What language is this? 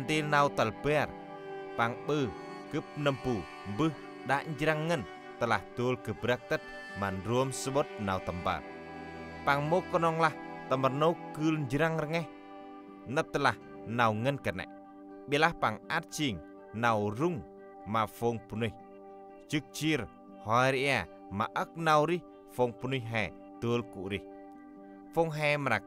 Central Mnong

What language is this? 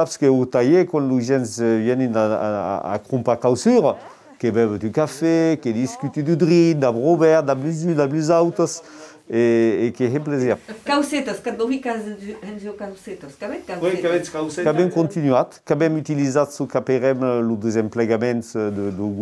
Occitan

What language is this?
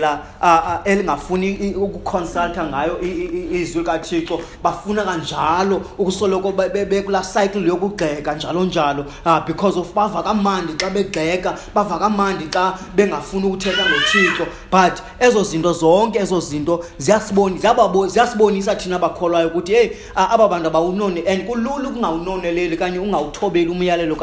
Xhosa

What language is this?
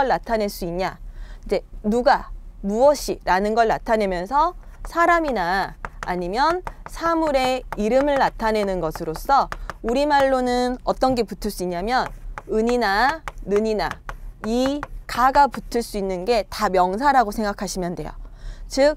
Korean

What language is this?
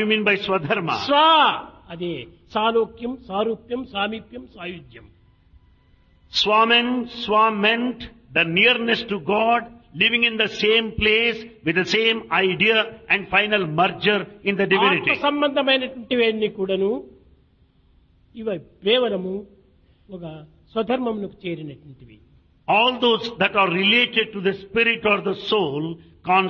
Telugu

